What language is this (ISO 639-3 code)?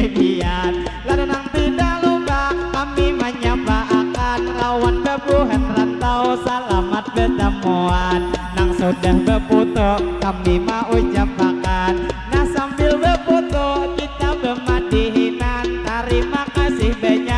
bjn